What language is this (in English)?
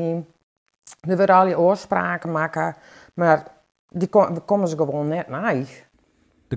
Western Frisian